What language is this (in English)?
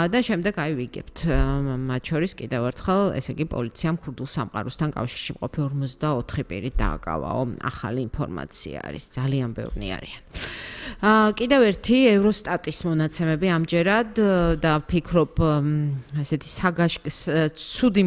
Georgian